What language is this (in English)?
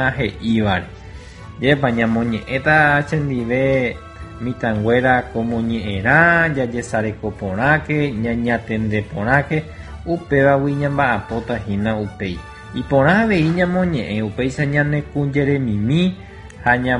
Guarani